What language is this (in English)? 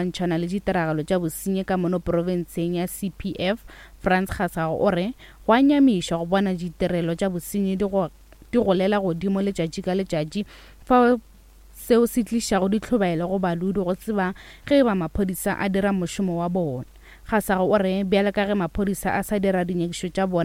Northern Sotho